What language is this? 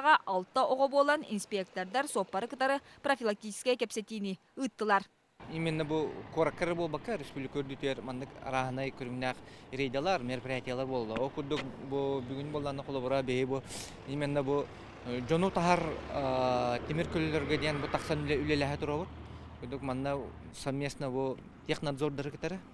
Yakut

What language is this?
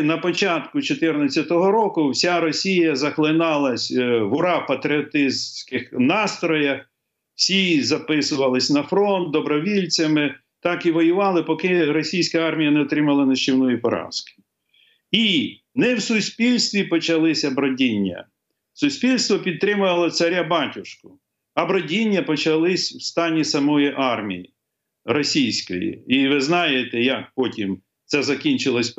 Ukrainian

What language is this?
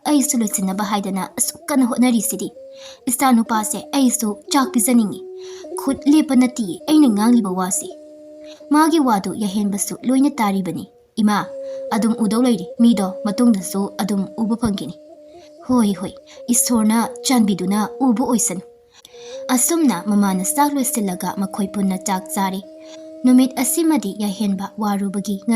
Manipuri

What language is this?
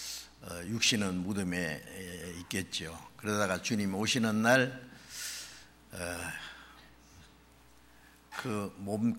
Korean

